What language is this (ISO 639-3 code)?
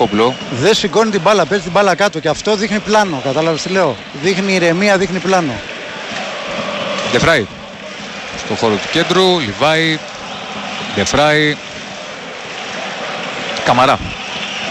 ell